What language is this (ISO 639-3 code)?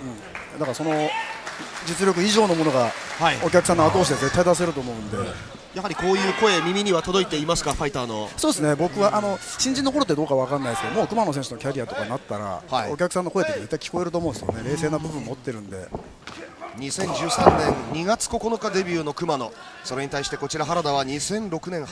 jpn